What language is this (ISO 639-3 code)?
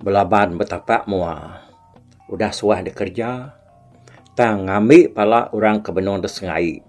iba